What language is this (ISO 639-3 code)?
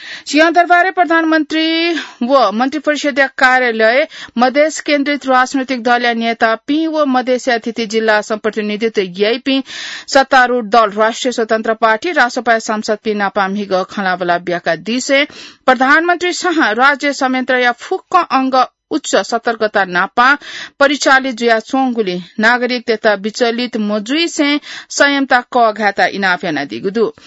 new